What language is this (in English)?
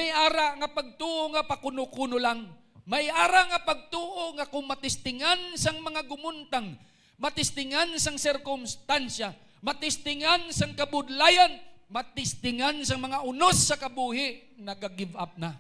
Hiligaynon